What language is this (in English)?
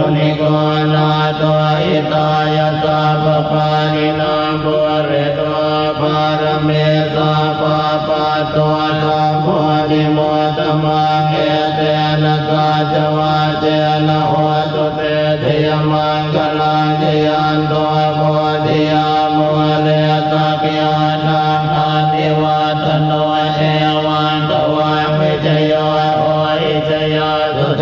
Pali